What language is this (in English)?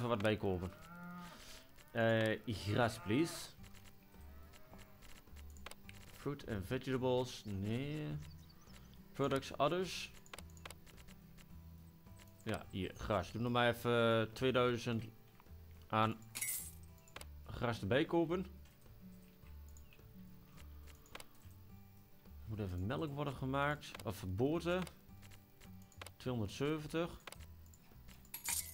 Dutch